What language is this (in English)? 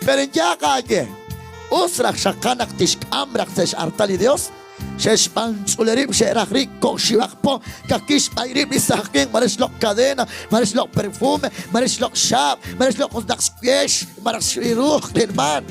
Kekchí